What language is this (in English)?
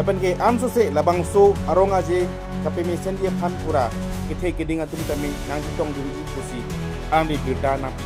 Karbi